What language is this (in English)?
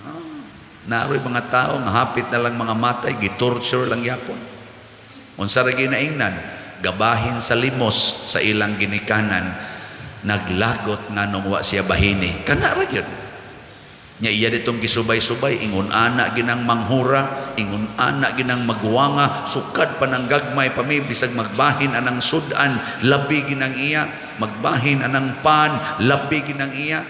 Cebuano